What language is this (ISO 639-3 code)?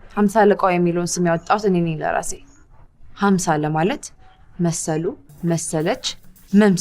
amh